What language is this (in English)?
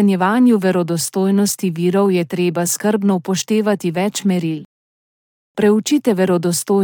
Slovenian